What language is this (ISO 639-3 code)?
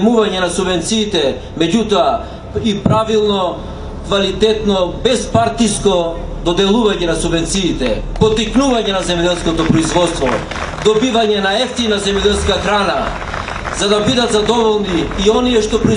mkd